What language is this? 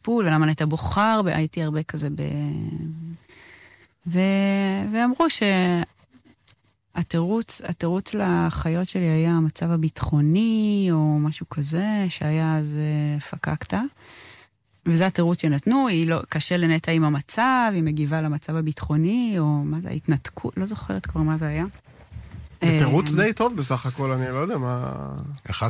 Hebrew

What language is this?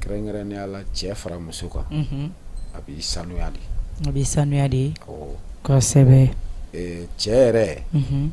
Bambara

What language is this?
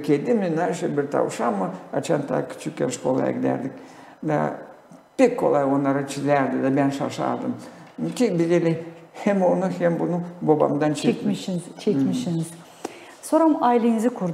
Gagauz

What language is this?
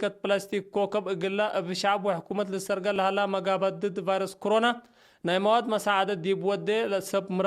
Tigre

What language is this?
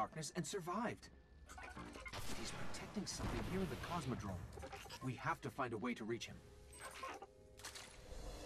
Finnish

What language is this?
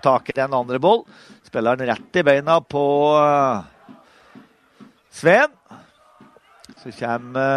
Norwegian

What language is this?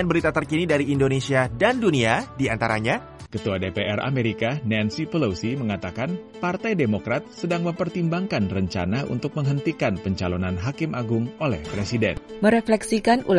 Indonesian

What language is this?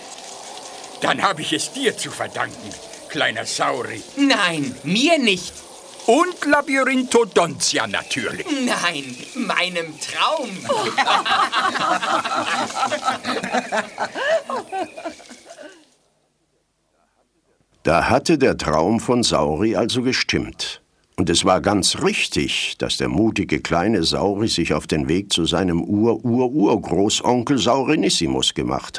German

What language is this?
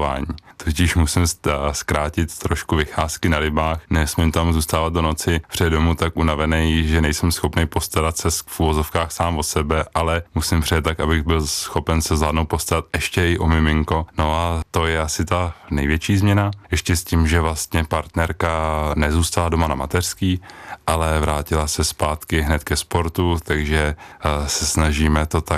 Czech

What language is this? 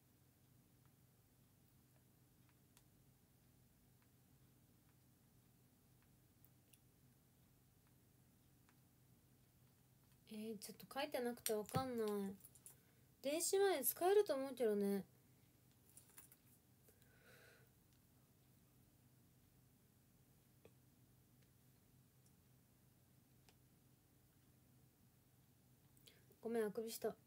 Japanese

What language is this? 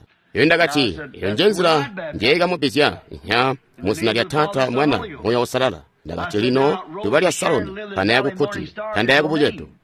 Tonga (Zambia)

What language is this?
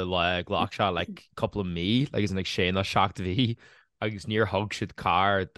Irish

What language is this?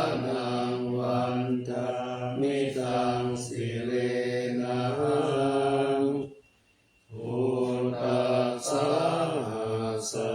Pali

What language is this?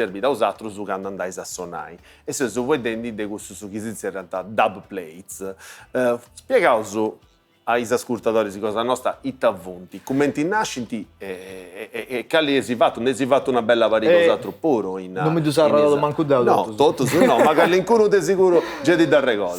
Sardinian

